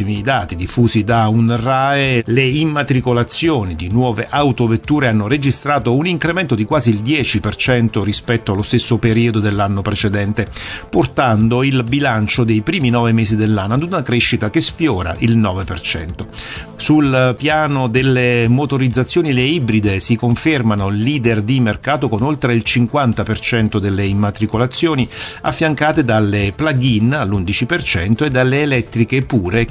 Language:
Italian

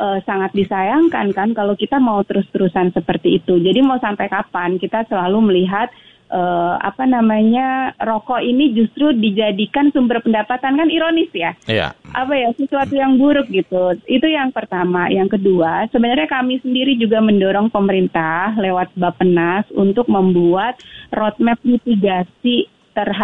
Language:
Indonesian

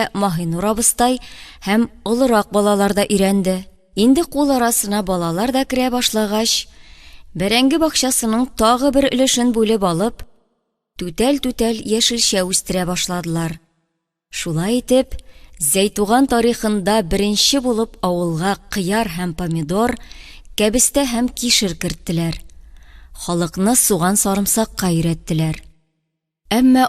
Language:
Tatar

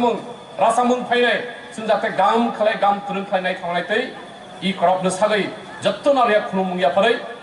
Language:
Kok Borok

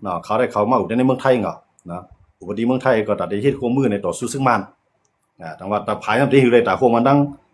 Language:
Shan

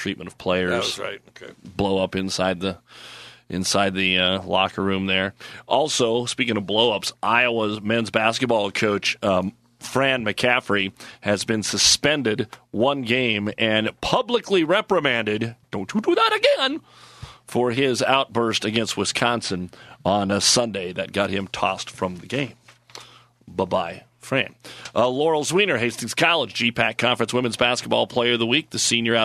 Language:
English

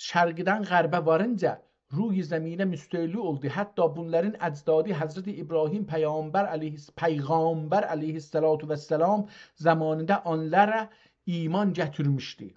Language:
South Azerbaijani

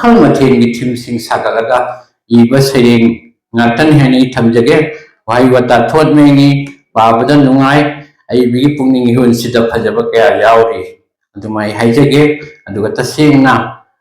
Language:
Manipuri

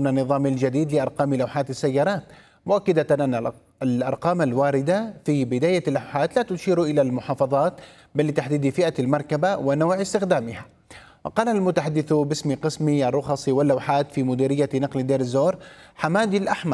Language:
Arabic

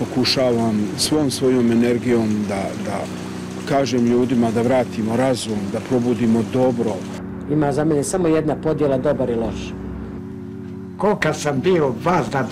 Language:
Bosnian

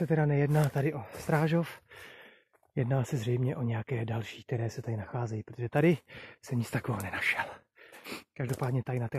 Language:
Czech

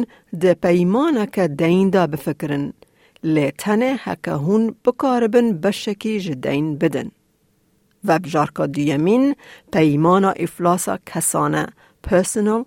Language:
Kurdish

